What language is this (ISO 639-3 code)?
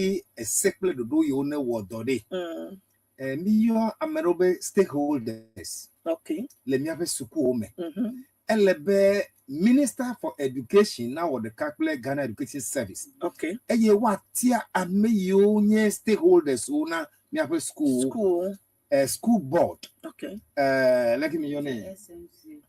ewe